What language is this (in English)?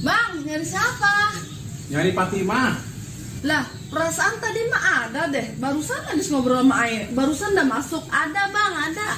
Betawi